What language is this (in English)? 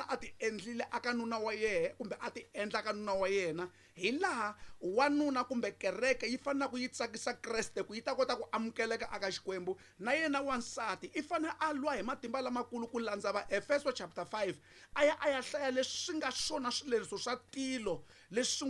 Tsonga